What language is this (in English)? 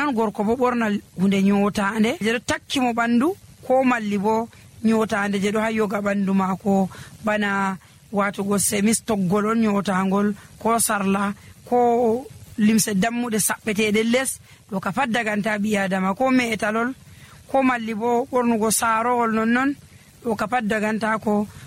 Nigerian Fulfulde